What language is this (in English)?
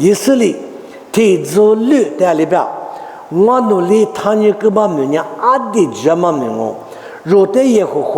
Lisu